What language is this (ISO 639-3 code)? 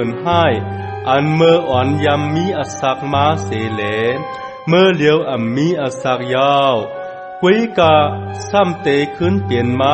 shn